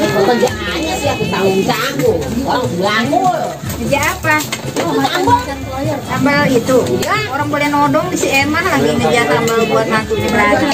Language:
Betawi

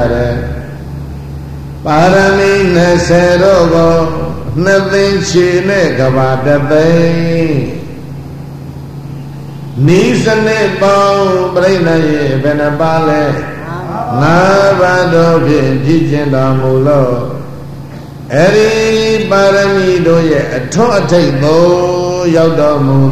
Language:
Burmese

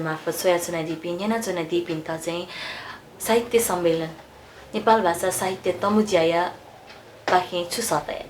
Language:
Newari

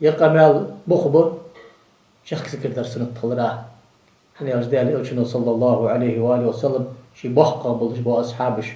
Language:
Ingush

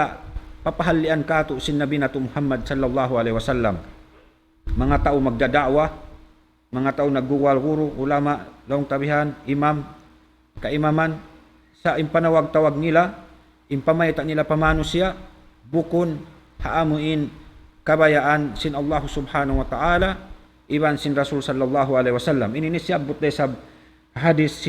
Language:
Tausug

